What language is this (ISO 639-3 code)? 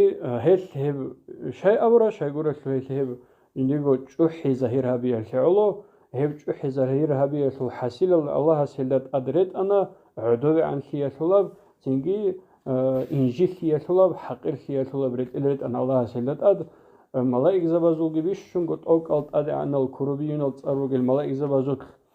ava